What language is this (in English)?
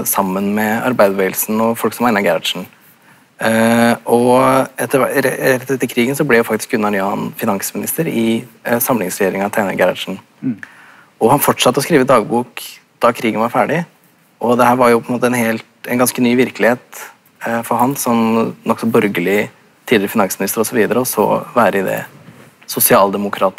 Norwegian